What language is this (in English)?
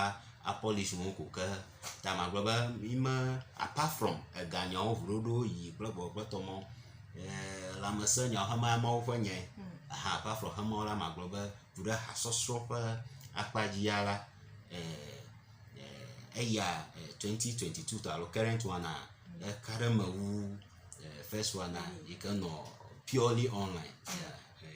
Ewe